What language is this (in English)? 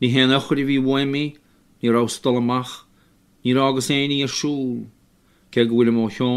Irish